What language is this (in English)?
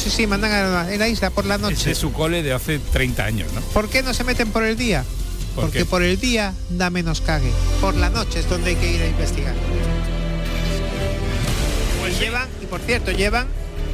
Spanish